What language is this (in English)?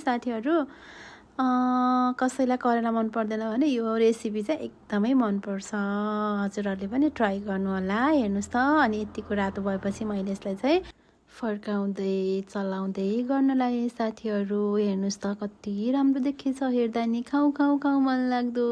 Nepali